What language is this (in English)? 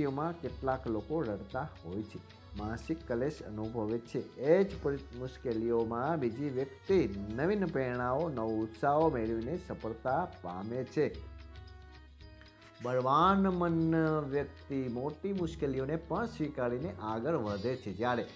Gujarati